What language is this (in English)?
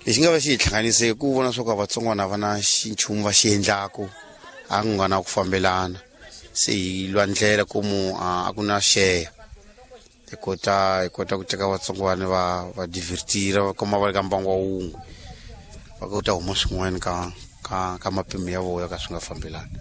Tsonga